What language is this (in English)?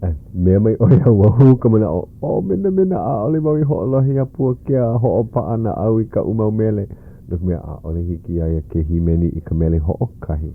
Hawaiian